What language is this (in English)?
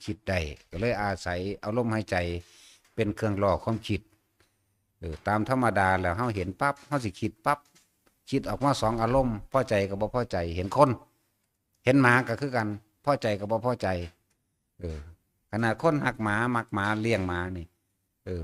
Northeastern Thai